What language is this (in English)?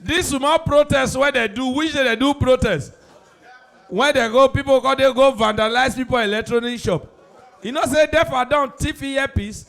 Nigerian Pidgin